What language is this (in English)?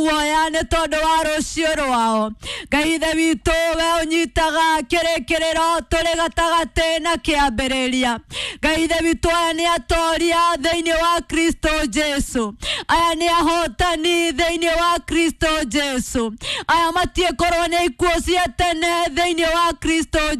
Kikuyu